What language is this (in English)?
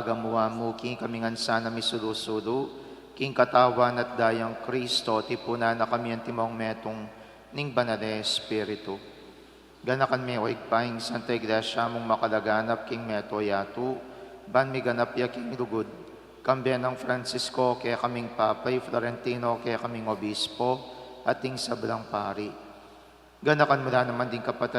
Pampanga